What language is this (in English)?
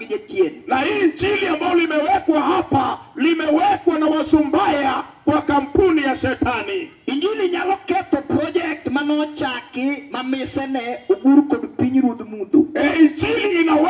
Luo (Kenya and Tanzania)